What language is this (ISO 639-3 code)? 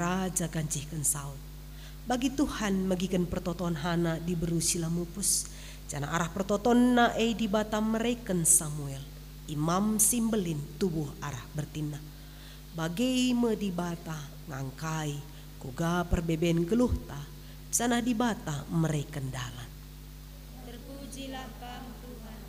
btx